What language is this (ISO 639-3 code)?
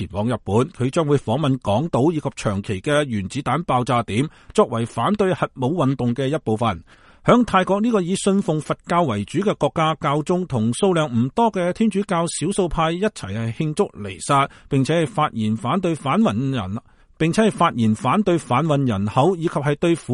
yue